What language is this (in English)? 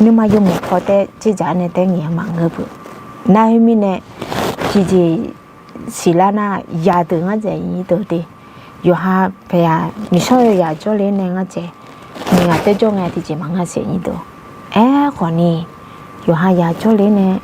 Akha